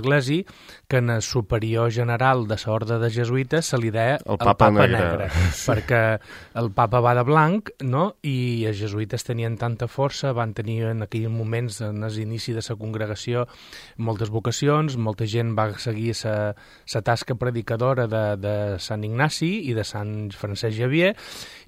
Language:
Catalan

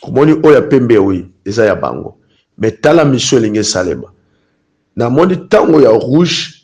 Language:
Lingala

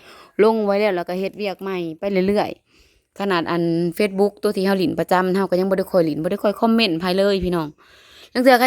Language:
Northeastern Thai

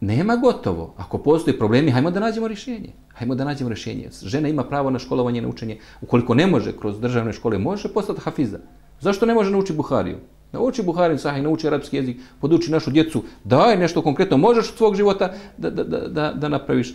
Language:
Bosnian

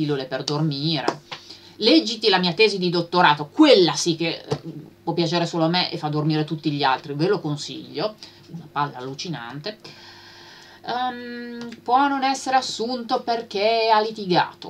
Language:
Italian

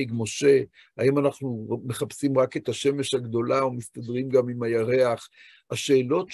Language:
Hebrew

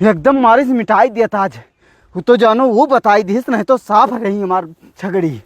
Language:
Awadhi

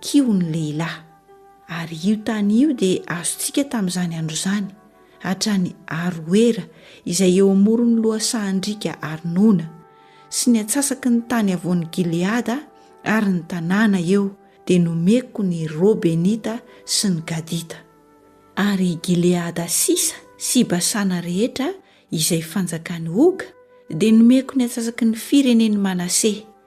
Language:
Malagasy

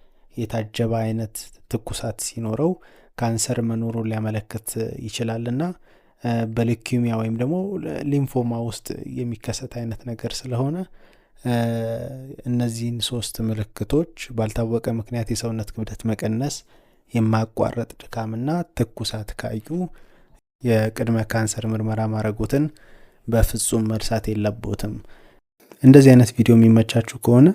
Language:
Amharic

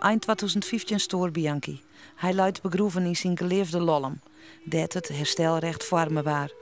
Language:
Western Frisian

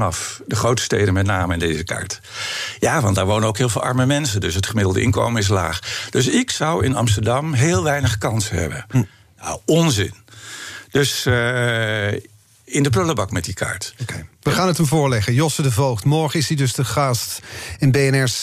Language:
Dutch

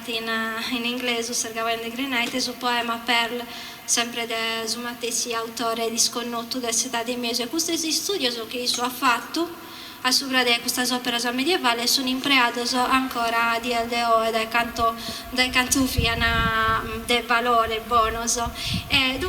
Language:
Sardinian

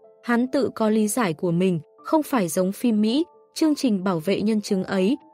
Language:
Vietnamese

